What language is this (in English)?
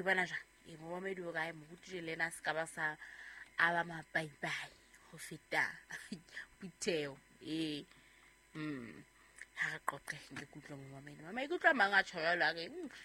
Southern Sotho